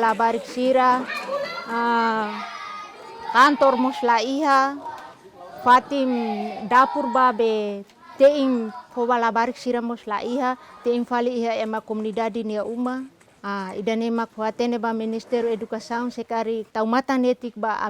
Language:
Tetum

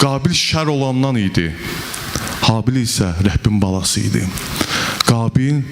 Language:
Azerbaijani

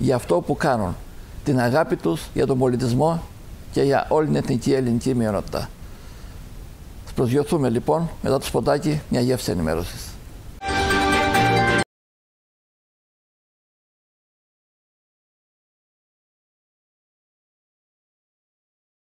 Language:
Greek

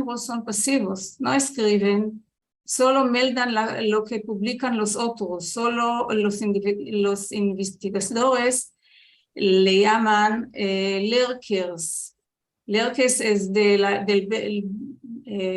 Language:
Ladino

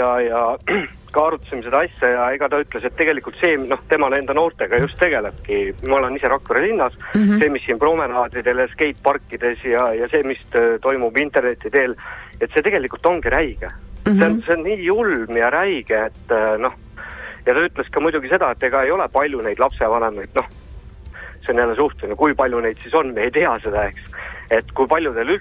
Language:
Estonian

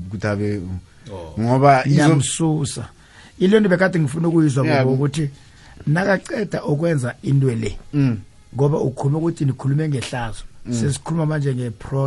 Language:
South Ndebele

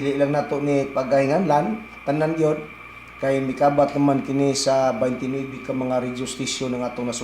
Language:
Cebuano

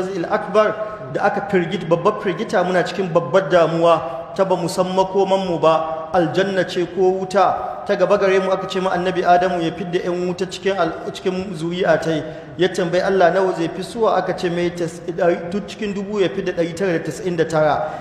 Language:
Hausa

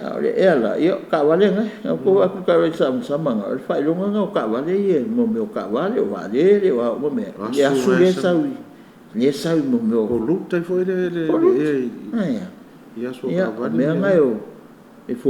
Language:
Samoan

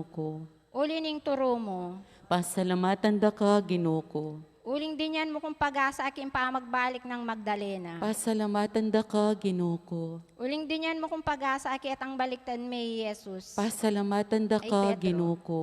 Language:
Pampanga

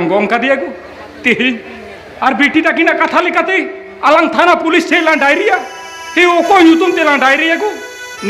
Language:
Santali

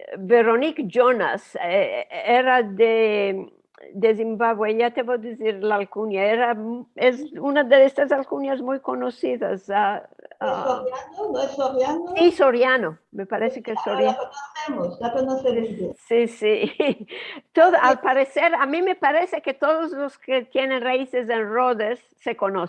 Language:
Ladino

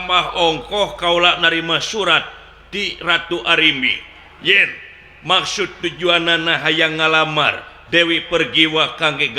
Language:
Sundanese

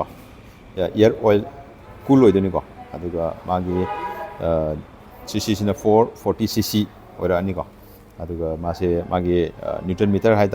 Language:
Manipuri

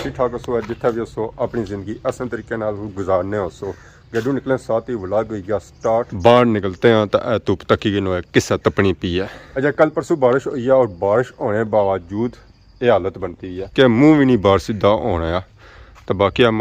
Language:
Pahari-Potwari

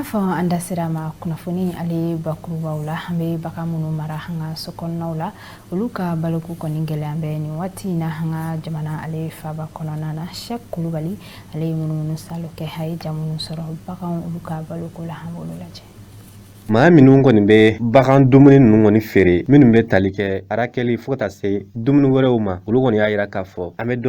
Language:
Bambara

